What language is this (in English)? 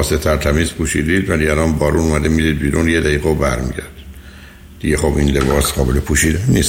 Persian